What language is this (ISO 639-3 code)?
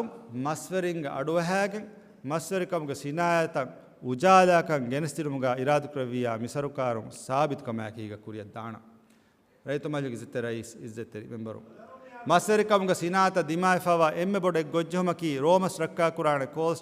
div